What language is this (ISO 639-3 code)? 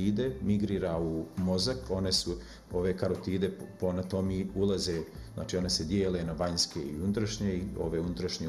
bos